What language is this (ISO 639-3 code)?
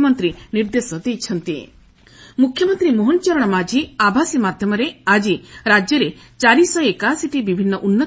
ori